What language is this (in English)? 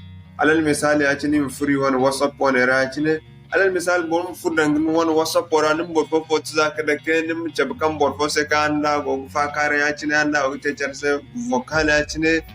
Zarma